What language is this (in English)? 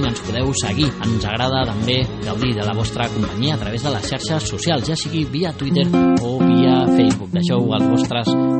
Catalan